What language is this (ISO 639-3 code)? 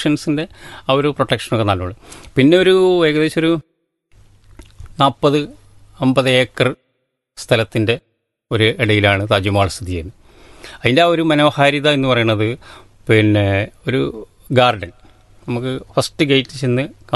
mal